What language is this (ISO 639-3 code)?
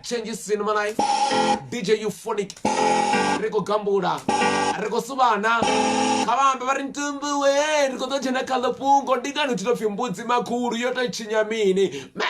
ven